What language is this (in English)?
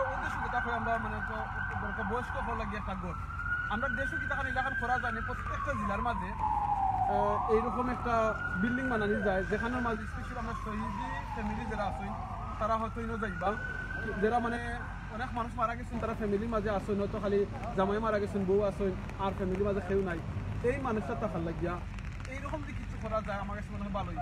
Sylheti